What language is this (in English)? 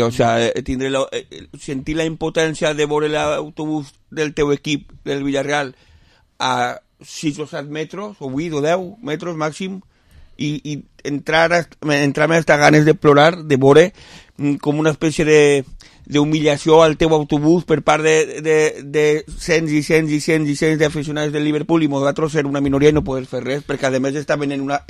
Catalan